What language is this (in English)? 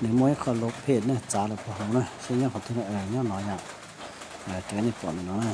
Hmong